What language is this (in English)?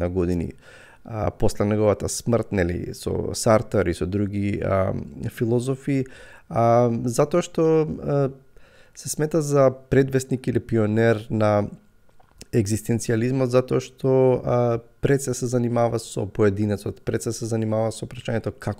Macedonian